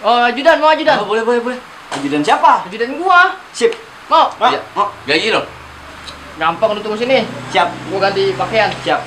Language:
Betawi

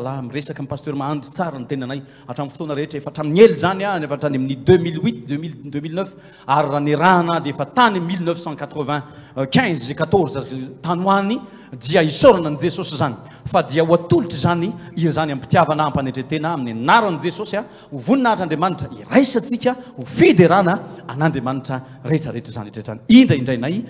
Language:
Malagasy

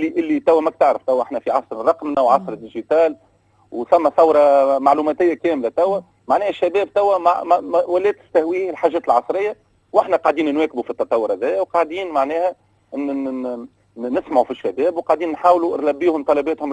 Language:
Tunisian Arabic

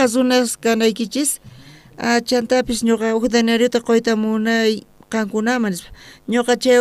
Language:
South Bolivian Quechua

